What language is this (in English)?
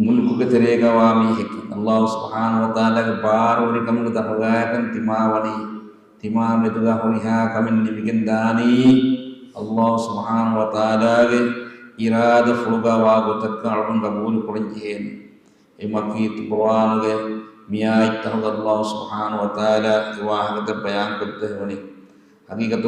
Divehi